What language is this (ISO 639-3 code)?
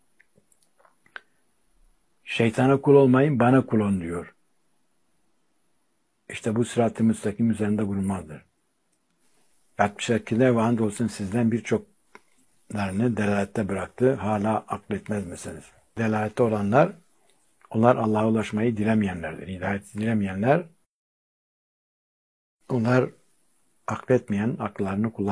tur